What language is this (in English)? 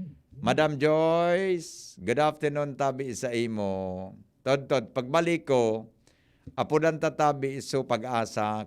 Bikol